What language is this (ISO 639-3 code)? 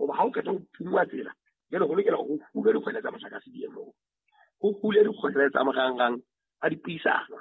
sot